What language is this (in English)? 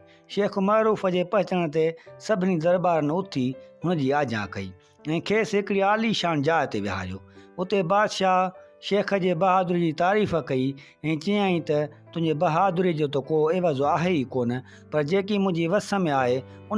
Sindhi